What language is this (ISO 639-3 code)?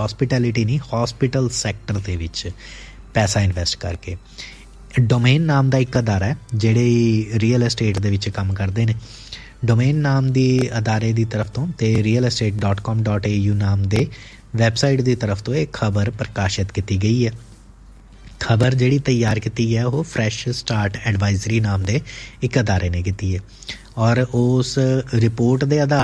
pan